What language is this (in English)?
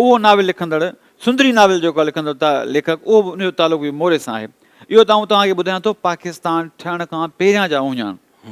Sindhi